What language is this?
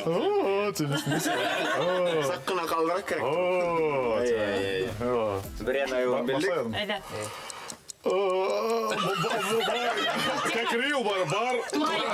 Bashkir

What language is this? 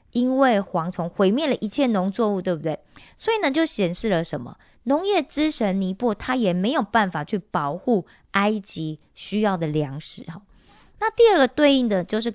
Chinese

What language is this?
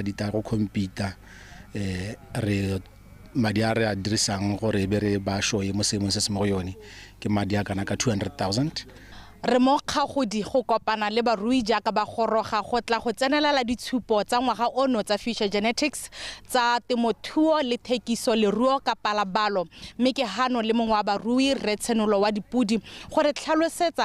Tswana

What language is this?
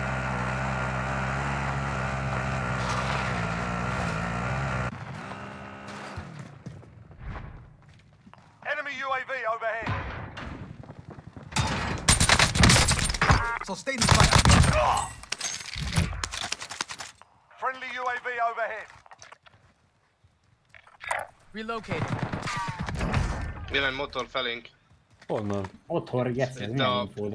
Hungarian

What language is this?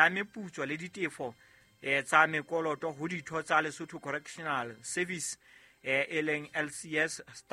Southern Sotho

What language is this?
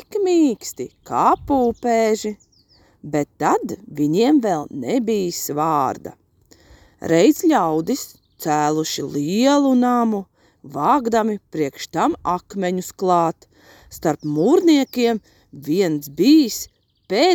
Latvian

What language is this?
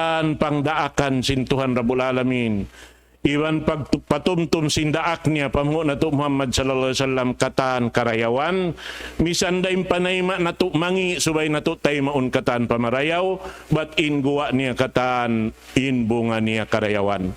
Tausug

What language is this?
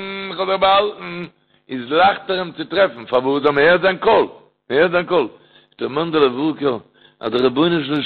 Yiddish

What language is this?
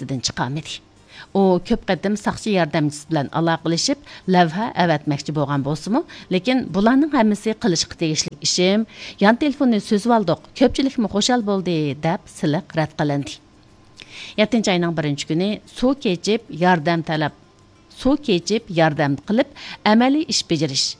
Uyghur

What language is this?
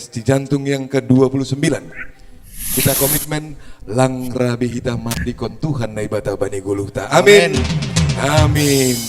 Batak Simalungun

